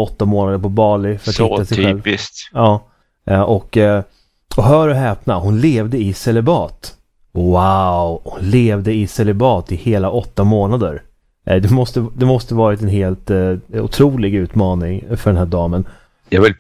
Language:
Swedish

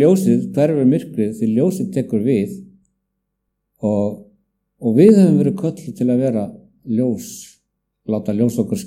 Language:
Icelandic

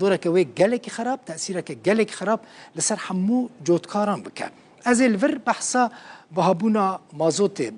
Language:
Kurdish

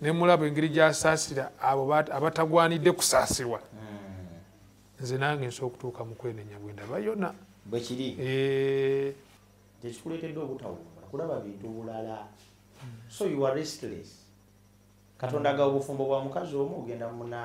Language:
Ganda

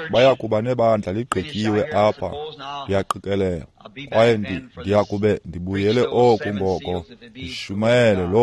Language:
Xhosa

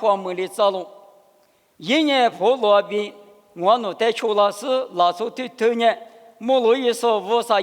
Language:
Lisu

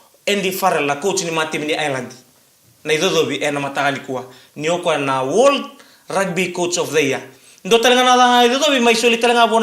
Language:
Fijian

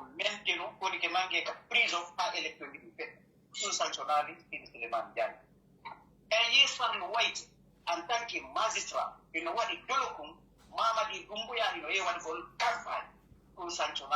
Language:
Pular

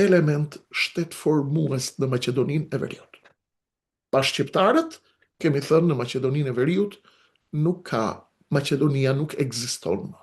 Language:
Albanian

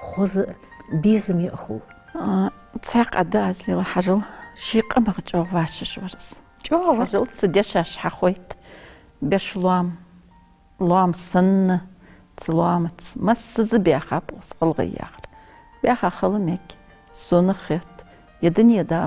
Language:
Ingush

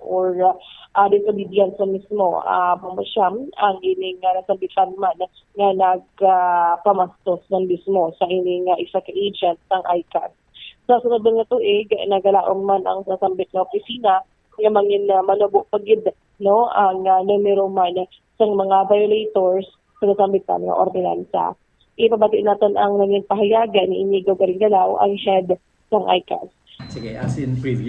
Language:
Hiligaynon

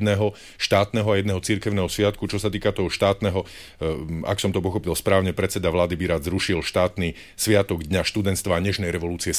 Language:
Slovak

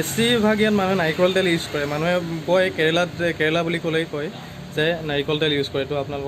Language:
Assamese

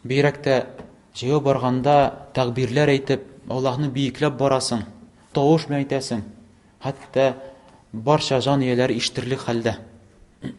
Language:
Tatar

